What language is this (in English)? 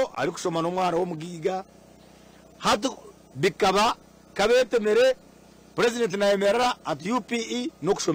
Nyankole